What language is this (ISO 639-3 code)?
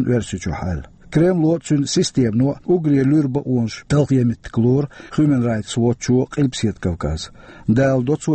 che